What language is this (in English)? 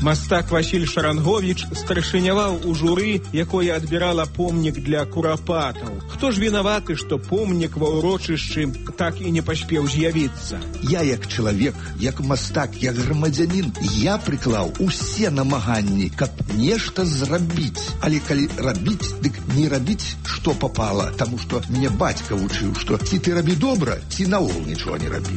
Belarusian